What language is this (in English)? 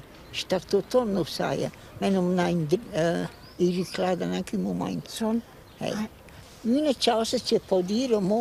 Romansh